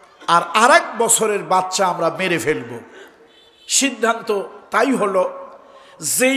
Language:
Bangla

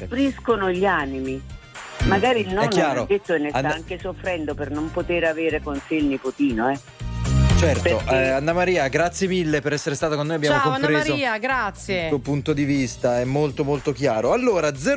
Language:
Italian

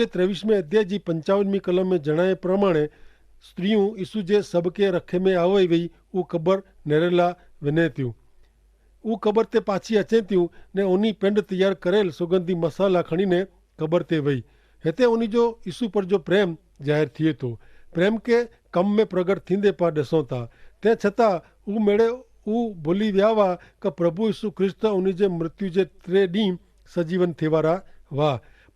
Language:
Kachhi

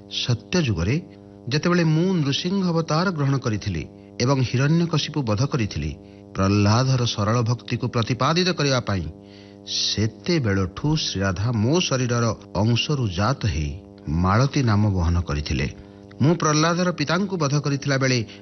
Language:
Odia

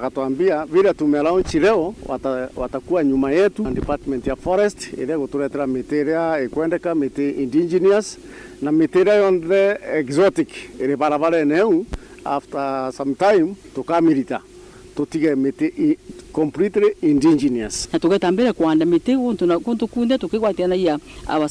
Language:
Meru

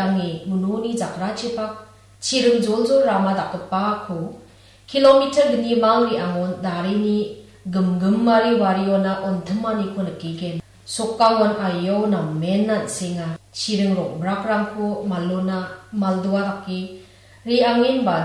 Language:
Garo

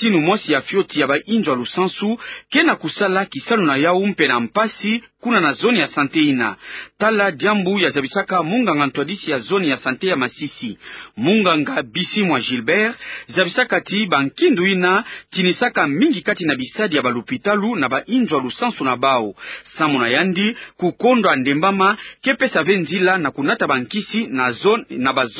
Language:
Kituba (Democratic Republic of Congo)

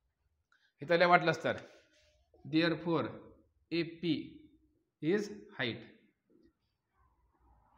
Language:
Marathi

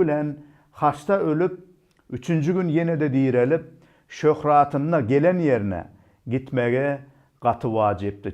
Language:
Turkmen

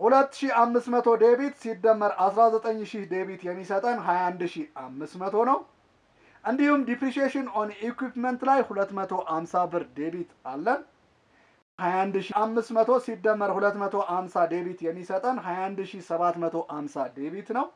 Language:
Amharic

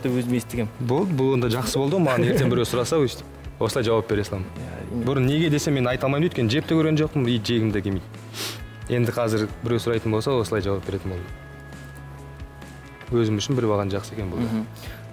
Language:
Kazakh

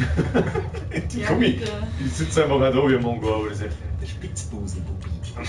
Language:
Bavarian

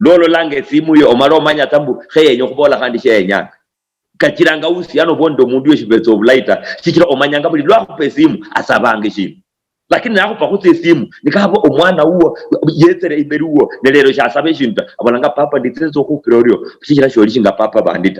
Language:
Luyia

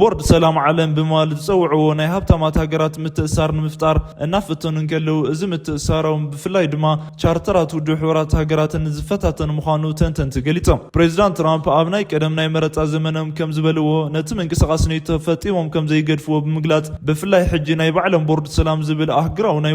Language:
Tigrinya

